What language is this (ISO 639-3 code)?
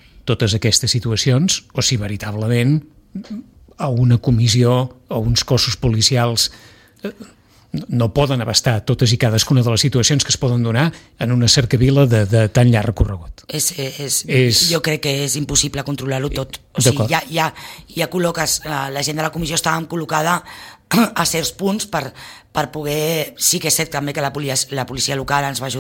cat